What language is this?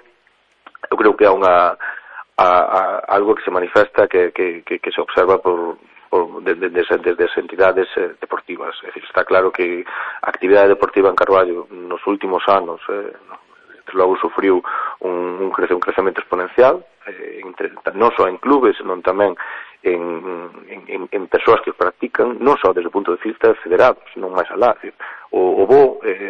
Galician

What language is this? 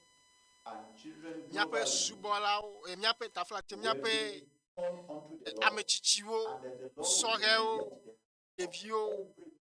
Ewe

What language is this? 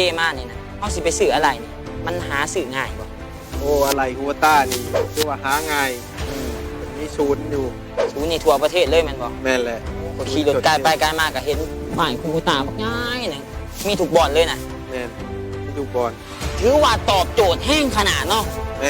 Lao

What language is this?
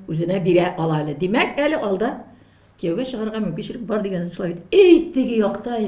Tatar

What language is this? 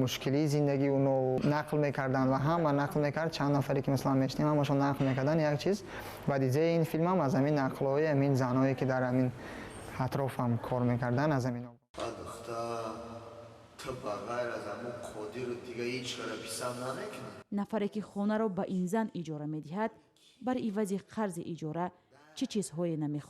Tajik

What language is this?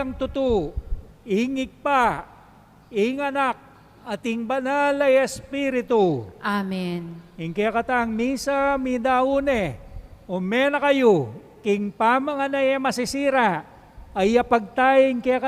Pampanga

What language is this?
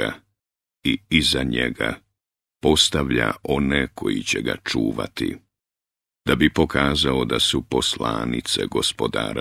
Bosnian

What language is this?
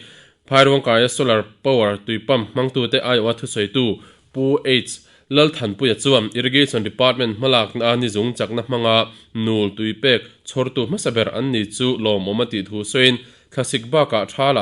Mizo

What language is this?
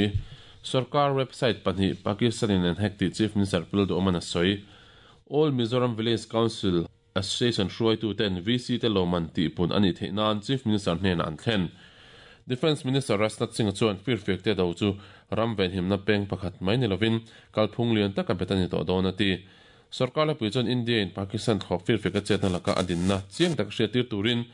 Mizo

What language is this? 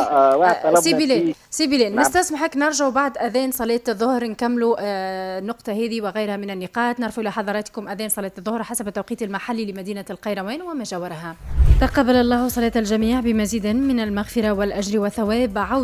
Tunisian Arabic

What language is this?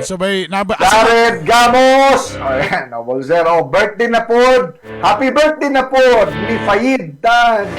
Cebuano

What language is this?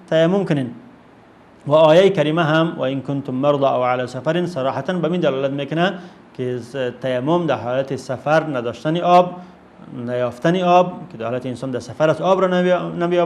Persian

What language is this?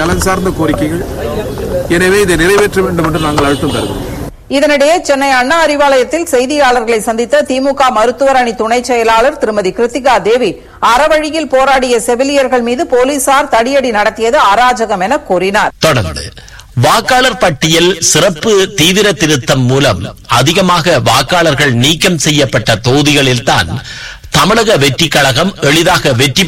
Tamil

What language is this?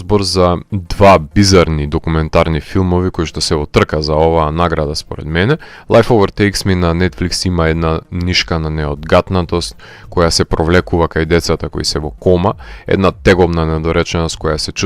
Macedonian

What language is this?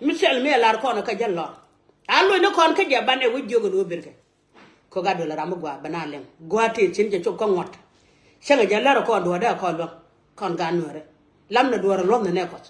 Nuer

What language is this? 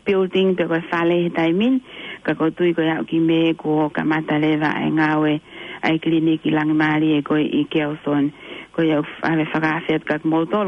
Tongan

